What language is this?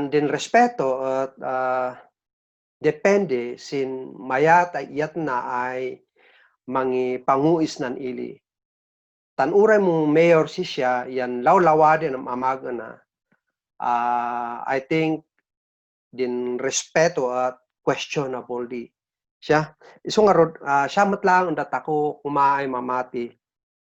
Kankanaey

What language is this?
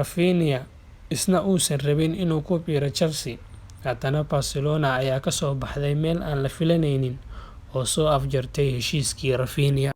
Somali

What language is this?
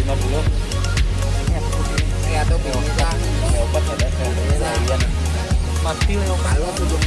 Banjar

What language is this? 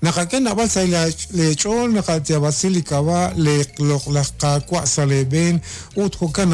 Kekchí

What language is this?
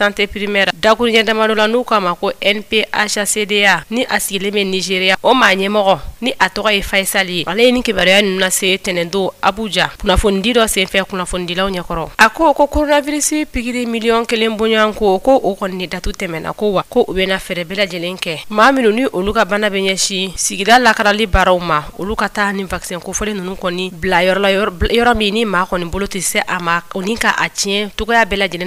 Bambara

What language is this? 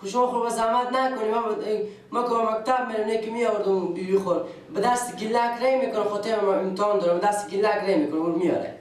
Persian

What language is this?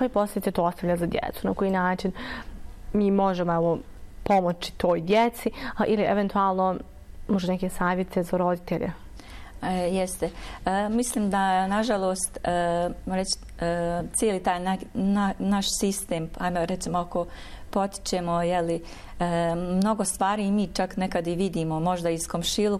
Bosnian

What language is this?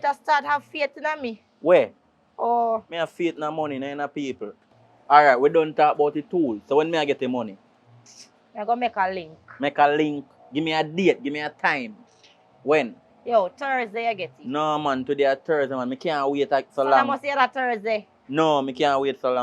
Jamaican Creole English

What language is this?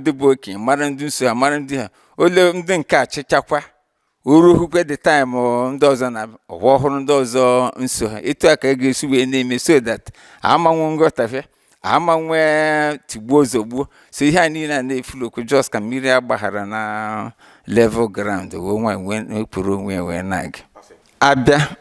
Igbo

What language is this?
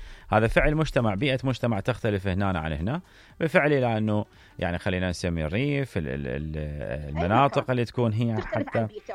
Mesopotamian Arabic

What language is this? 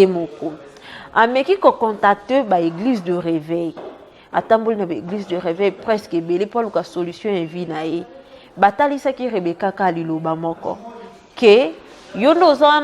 Lingala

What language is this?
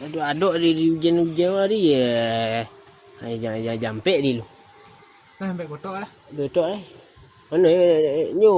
Minangkabau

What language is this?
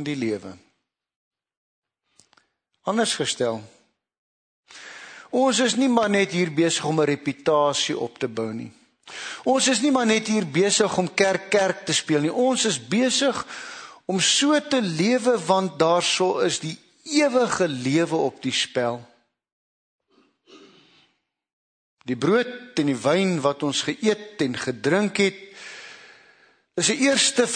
Afrikaans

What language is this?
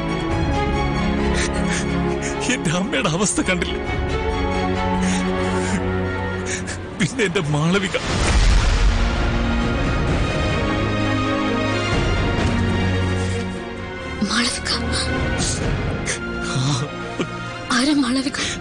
Malayalam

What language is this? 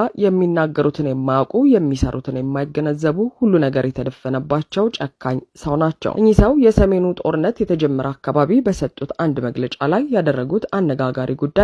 Amharic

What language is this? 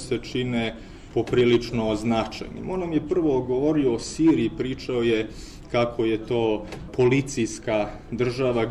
Serbian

